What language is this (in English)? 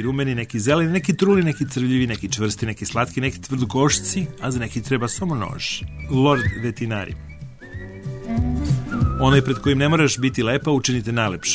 Serbian